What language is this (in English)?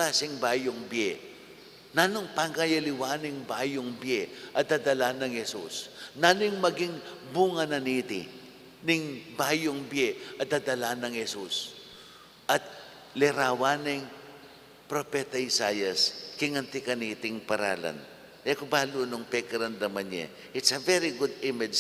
Pampanga